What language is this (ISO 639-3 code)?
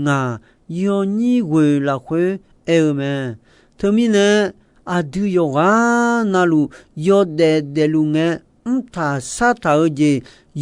ahk